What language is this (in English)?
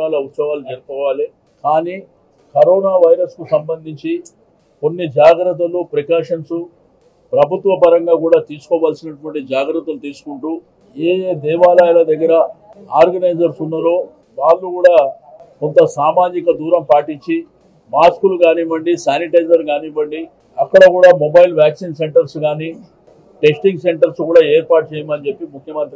Telugu